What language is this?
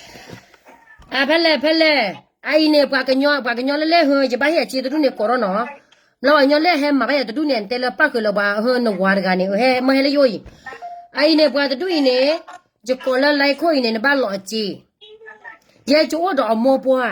S'gaw Karen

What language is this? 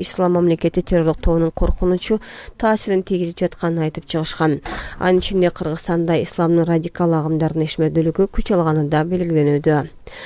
Kyrgyz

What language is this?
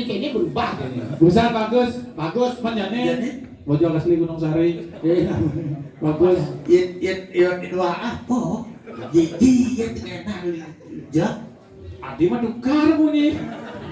Balinese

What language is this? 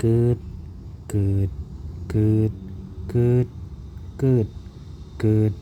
Shan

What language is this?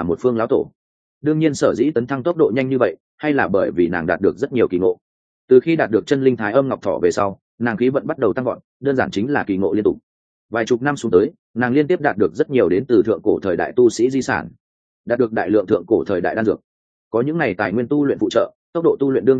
Vietnamese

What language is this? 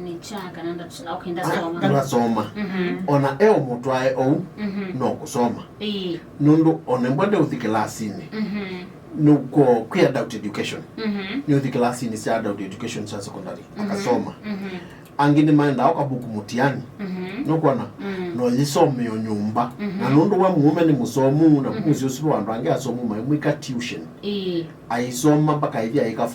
Kamba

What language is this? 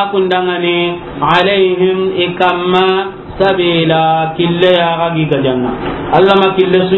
Soninke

